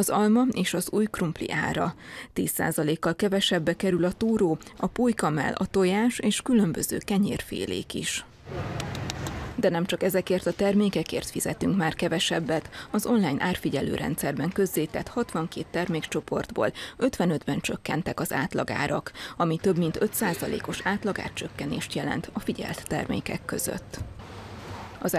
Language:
Hungarian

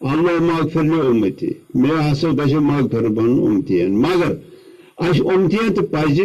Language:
Kashmiri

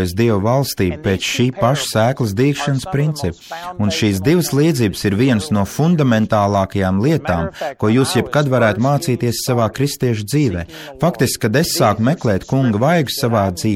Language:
Latvian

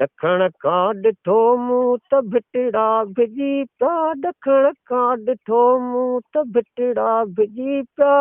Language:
Sindhi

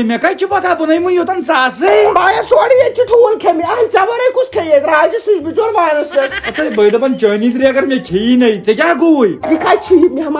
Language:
Kashmiri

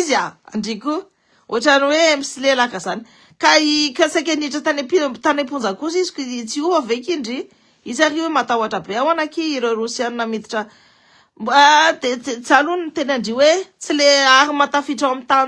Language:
Malagasy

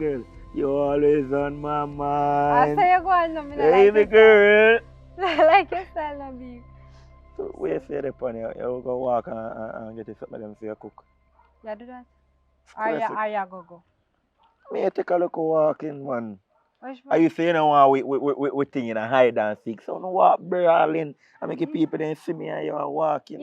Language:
Jamaican Creole English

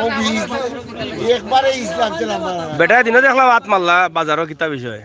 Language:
Sylheti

